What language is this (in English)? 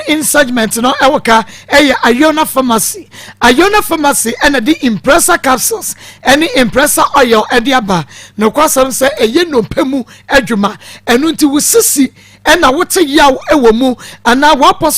Akan